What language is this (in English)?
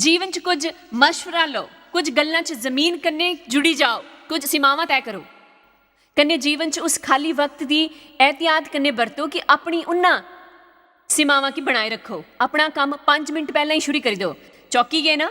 Dogri